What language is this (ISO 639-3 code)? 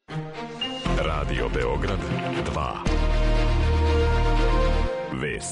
srp